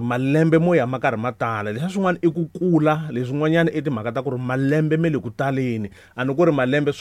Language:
Tsonga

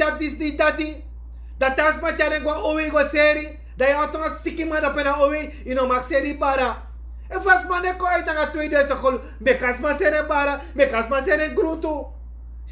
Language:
Sranan Tongo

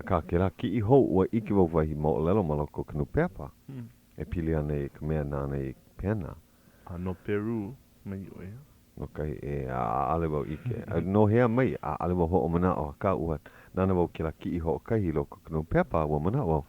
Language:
Hawaiian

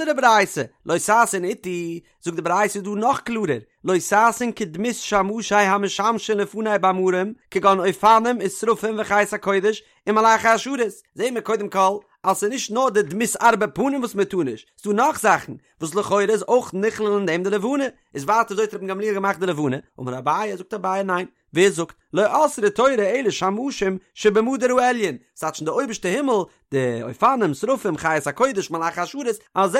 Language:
Yiddish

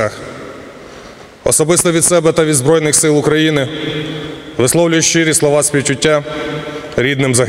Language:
Ukrainian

